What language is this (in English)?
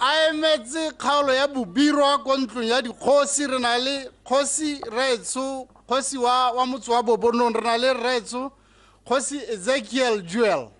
Tswana